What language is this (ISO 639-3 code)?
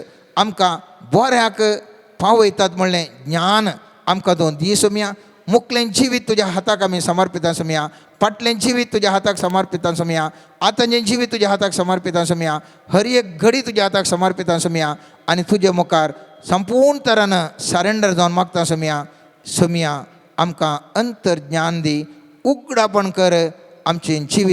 kok